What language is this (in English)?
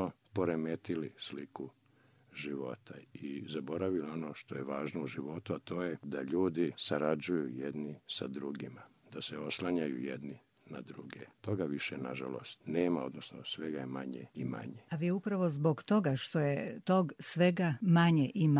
Croatian